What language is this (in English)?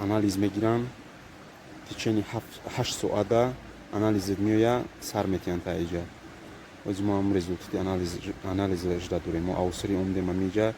Tajik